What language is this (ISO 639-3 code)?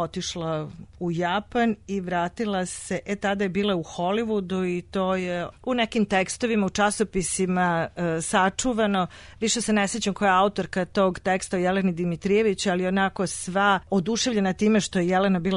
srp